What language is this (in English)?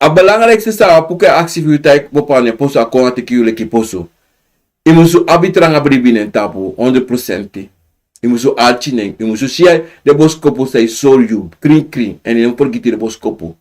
Sranan Tongo